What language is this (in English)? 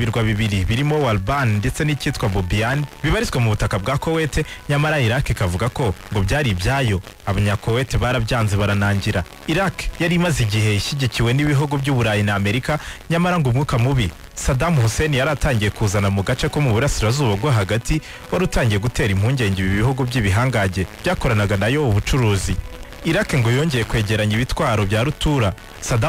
Kinyarwanda